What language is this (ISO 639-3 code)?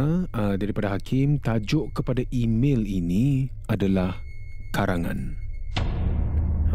msa